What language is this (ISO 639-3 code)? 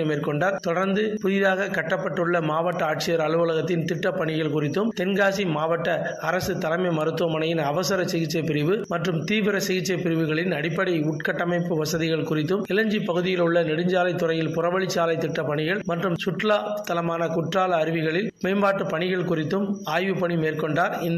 tam